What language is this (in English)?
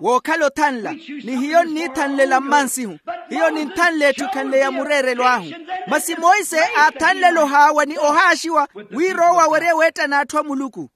Makhuwa